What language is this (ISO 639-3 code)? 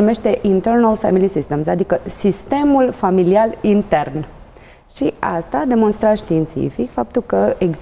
ron